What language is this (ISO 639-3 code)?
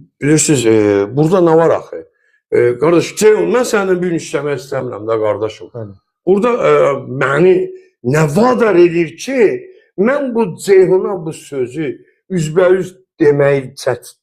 aze